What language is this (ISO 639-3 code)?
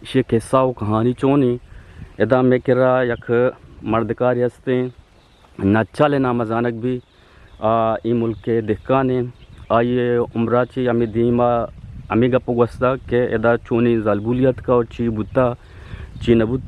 bgp